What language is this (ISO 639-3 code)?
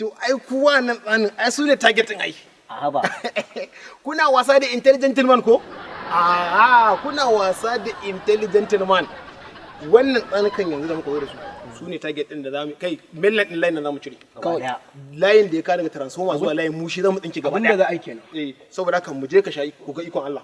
hau